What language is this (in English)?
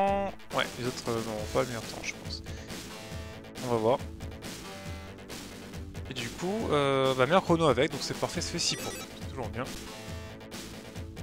French